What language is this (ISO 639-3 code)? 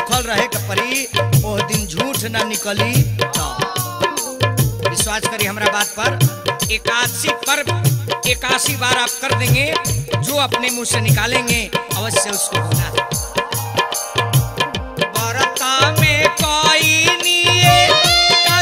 bho